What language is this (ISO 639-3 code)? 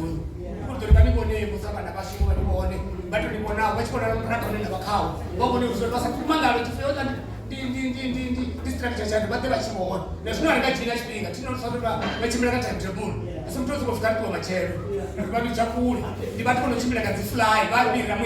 ven